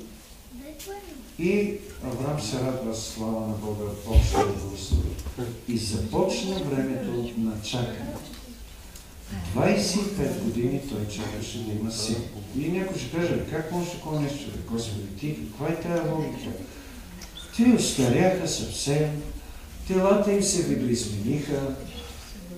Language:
Bulgarian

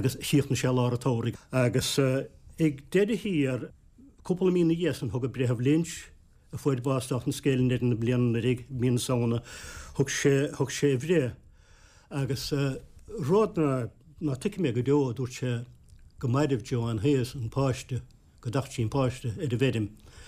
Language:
Irish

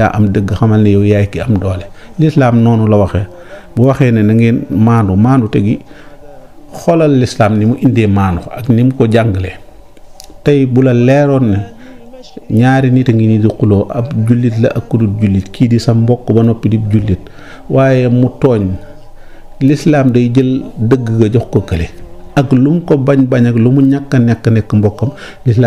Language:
Wolof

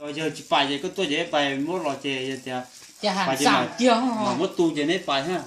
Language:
Hmong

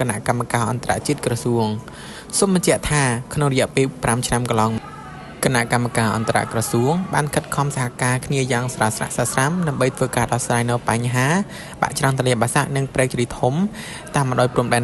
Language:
Khmer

